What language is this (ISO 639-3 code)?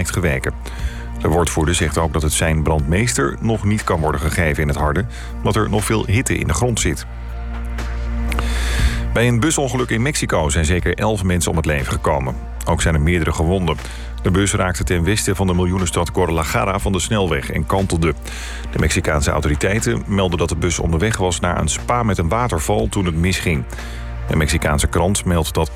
nld